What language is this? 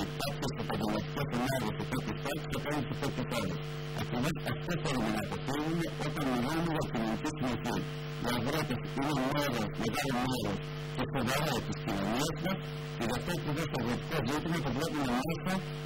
Greek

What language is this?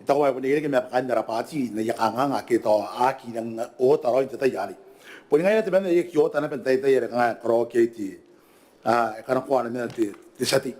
Gilbertese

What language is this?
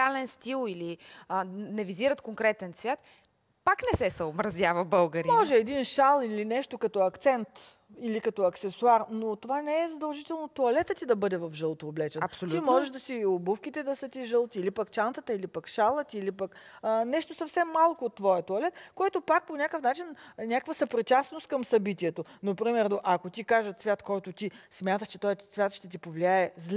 Bulgarian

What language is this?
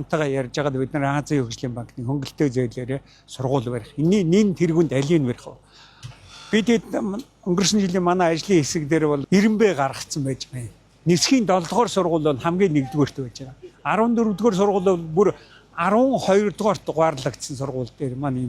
Mongolian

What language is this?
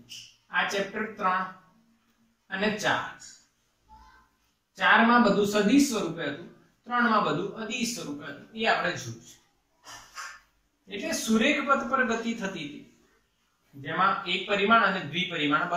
Gujarati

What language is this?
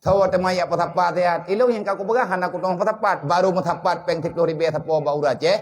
Achinese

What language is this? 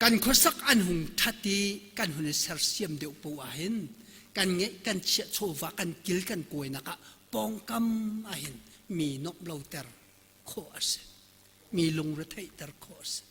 Hakha Chin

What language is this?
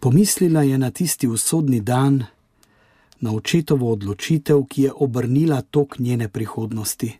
Slovenian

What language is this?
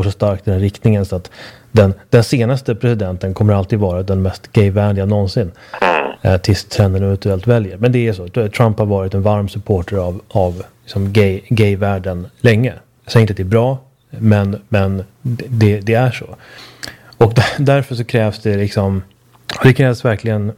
Swedish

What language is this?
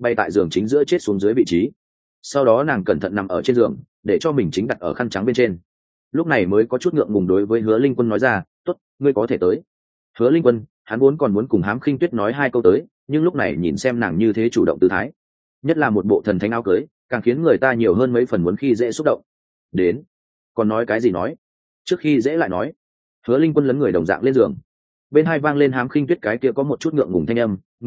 Vietnamese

